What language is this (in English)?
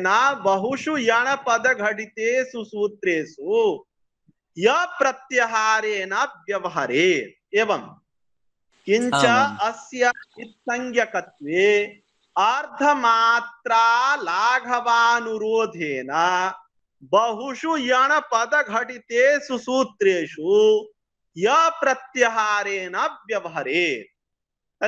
Sanskrit